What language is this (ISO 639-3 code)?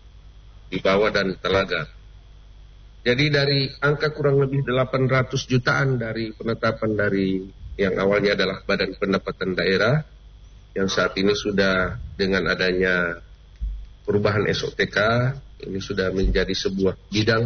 ind